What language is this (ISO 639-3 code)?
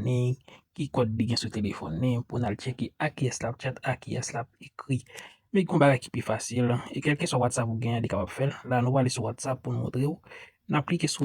hat